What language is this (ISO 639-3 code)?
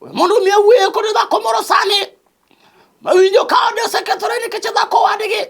luo